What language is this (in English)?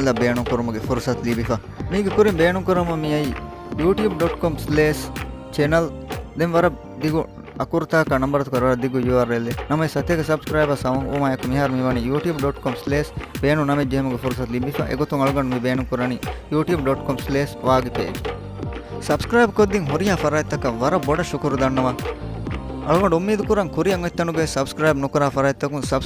Divehi